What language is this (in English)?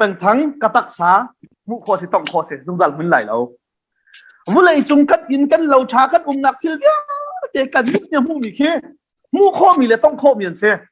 Hakha Chin